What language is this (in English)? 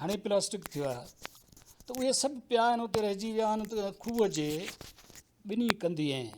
Sindhi